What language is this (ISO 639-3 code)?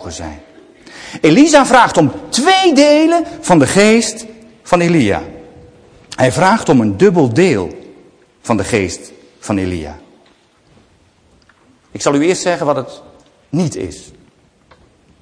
nld